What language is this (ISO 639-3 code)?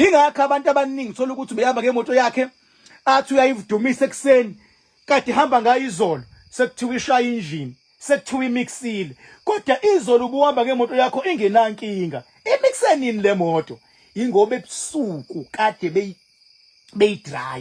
zul